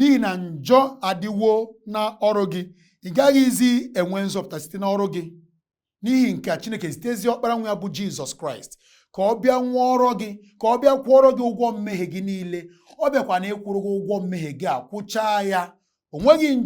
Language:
Igbo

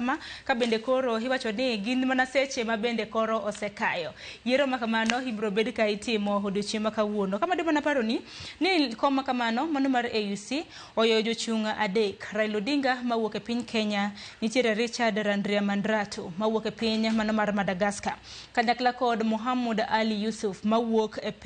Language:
Luo (Kenya and Tanzania)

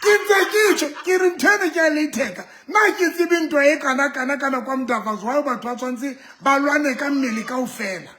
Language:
Southern Sotho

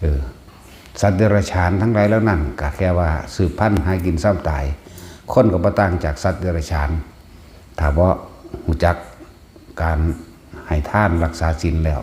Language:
Northeastern Thai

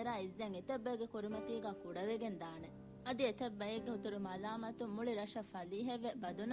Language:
Divehi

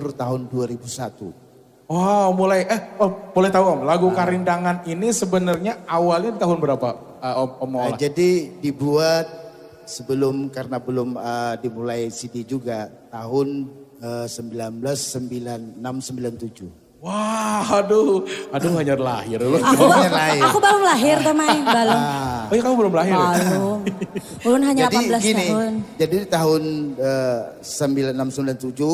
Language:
Banjar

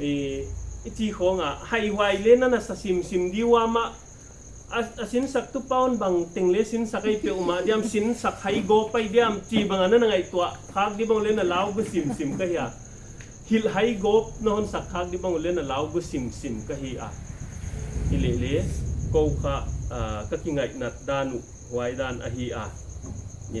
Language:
Paite Chin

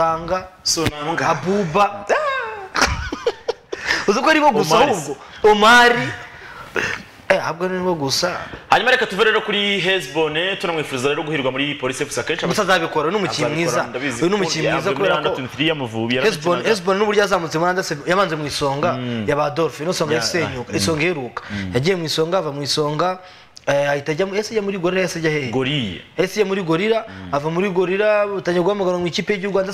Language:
Kinyarwanda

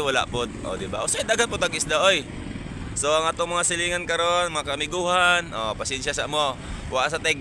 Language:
Cebuano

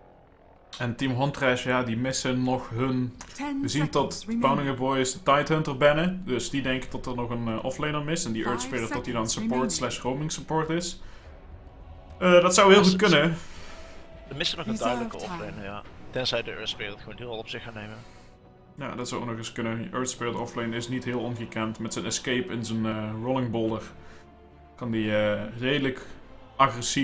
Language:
Dutch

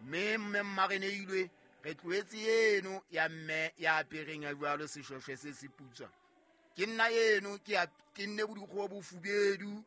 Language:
Southern Sotho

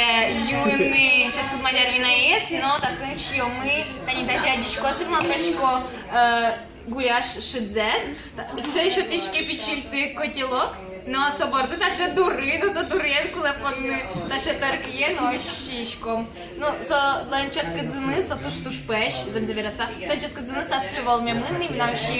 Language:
Udmurt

